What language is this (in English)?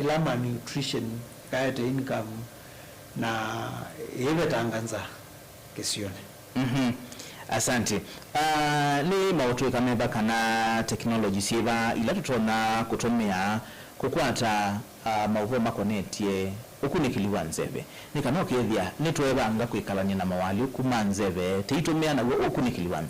Kamba